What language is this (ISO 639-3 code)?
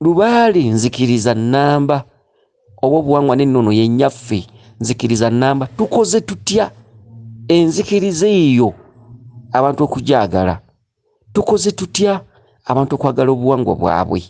lug